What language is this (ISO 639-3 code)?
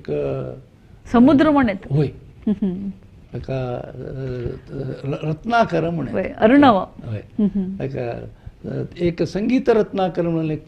kok